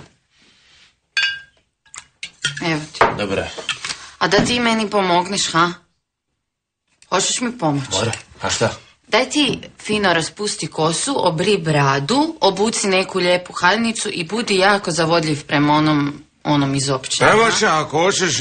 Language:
Croatian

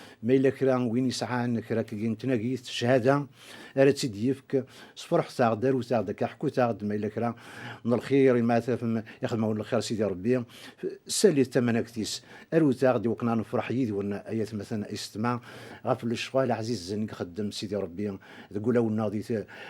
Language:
Kabyle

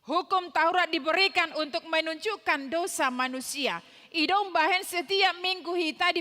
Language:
Batak Toba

